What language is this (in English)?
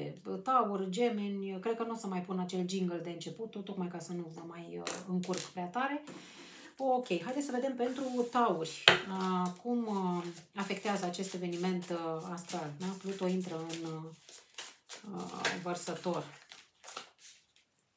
Romanian